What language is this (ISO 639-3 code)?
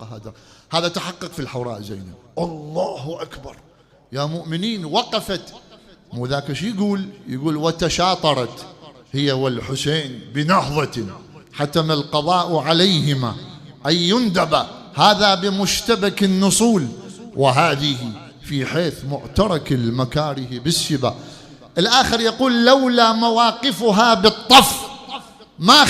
acm